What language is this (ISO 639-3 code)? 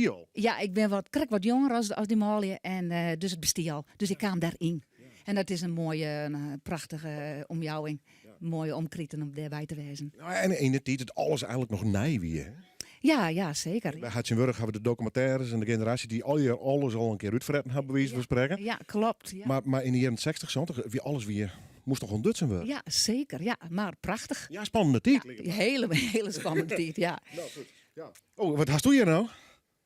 fry